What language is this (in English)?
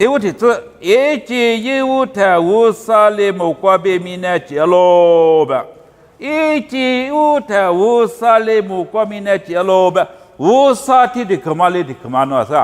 Lisu